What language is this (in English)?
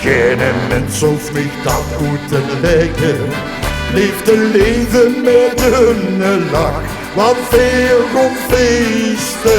Limburgish